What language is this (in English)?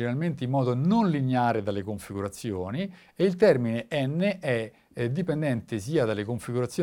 Italian